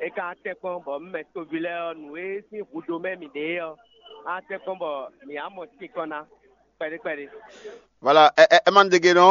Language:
Fon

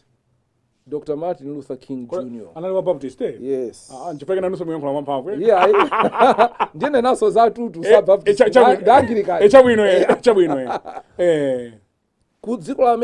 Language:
Nyanja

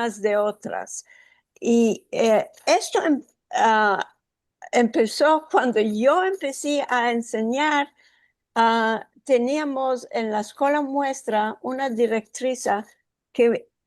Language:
Ladino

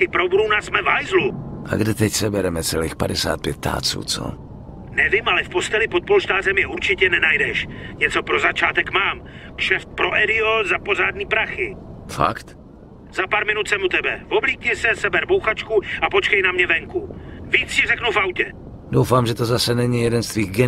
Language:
Czech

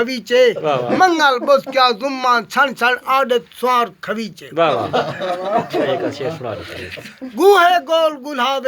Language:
Saraiki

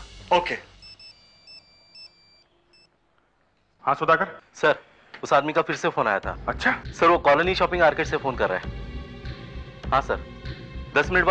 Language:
Hindi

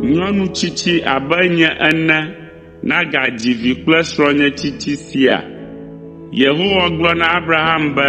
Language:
Ewe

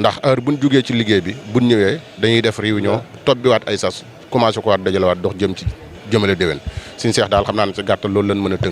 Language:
Wolof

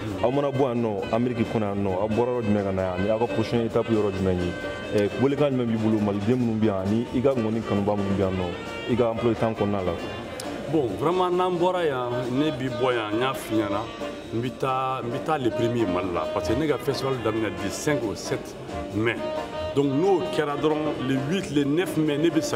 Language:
Bambara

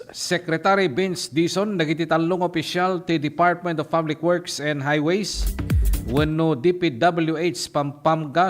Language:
Iloko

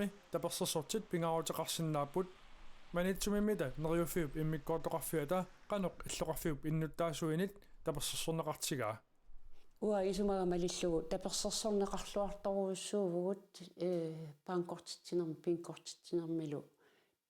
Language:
Kalaallisut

